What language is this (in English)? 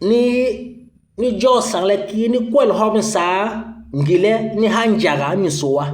Basaa